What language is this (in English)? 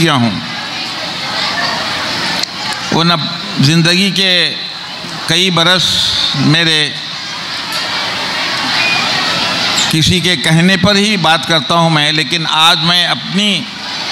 Urdu